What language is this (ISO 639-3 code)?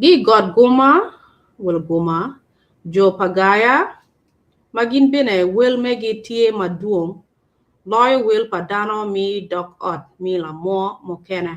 ach